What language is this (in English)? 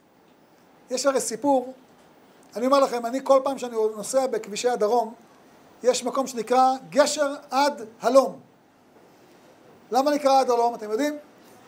Hebrew